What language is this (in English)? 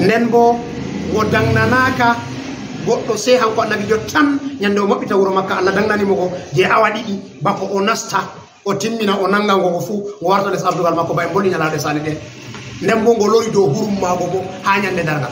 Fula